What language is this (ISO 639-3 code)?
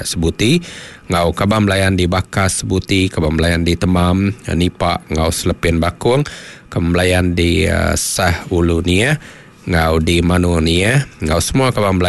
iba